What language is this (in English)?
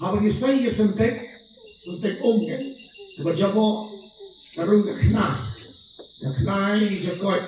Khasi